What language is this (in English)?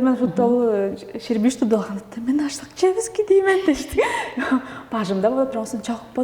Tuvinian